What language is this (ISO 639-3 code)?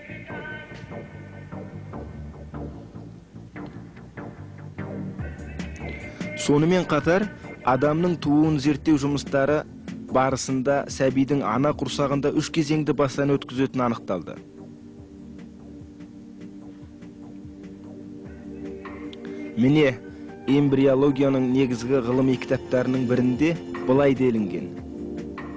kaz